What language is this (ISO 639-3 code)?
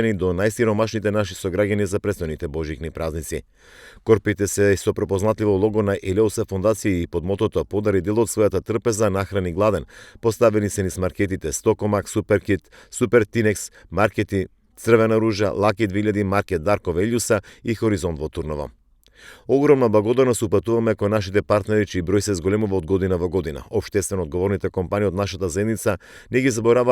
mkd